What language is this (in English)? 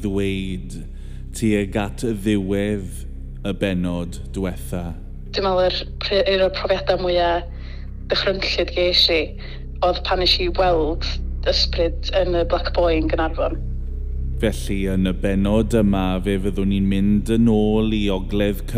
Welsh